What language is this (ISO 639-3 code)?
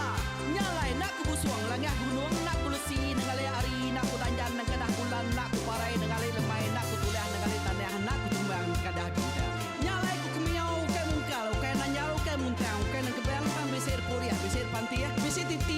iba